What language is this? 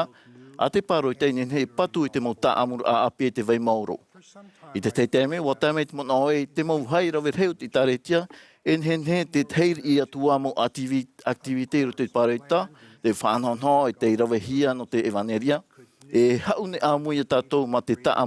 Tahitian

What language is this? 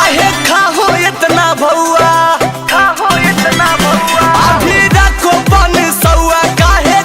Magahi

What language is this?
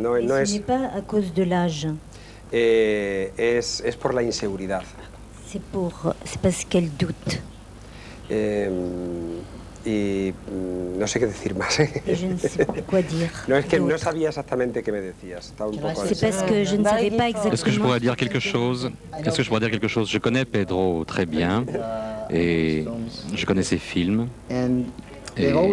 French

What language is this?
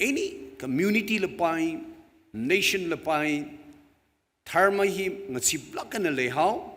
Tangkhul Naga (India)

